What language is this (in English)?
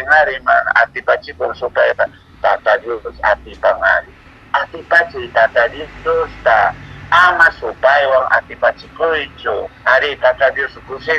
Quechua